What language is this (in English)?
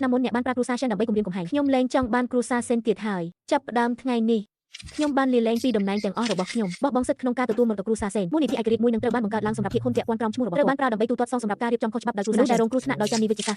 Khmer